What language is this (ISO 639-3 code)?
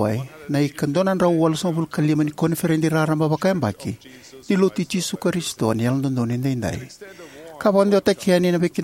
fij